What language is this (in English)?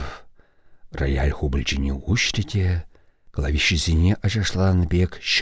Chuvash